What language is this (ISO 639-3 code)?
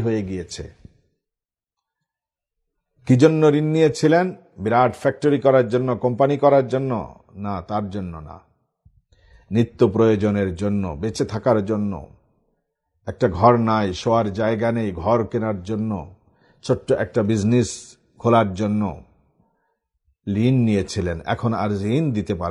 ben